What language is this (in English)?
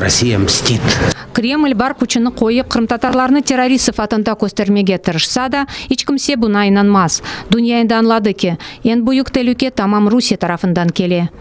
Crimean Tatar